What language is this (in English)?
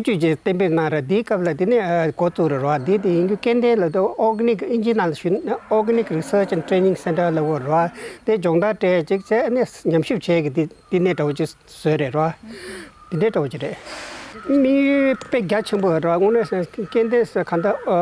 Tibetan